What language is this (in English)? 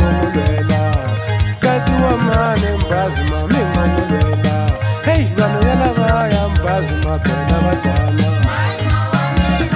Tsonga